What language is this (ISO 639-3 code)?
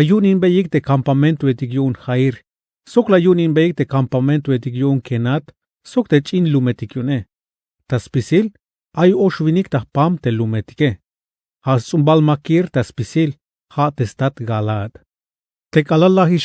tzh